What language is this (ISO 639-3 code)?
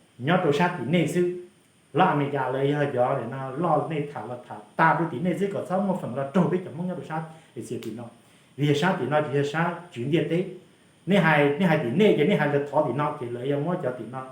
hmn